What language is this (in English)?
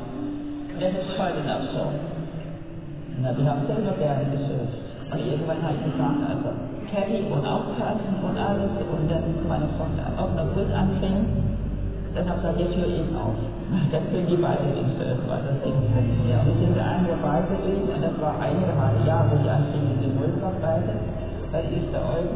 German